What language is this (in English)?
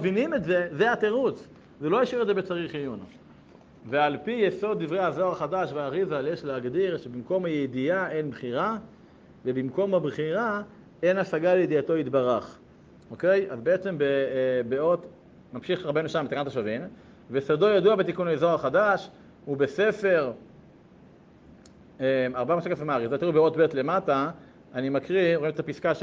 Hebrew